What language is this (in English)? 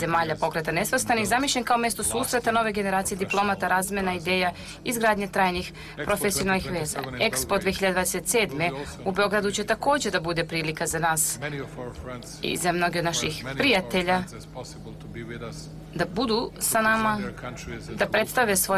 Serbian